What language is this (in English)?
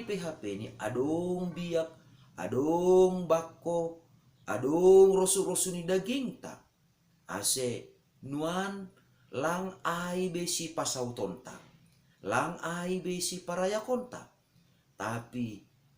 Batak Simalungun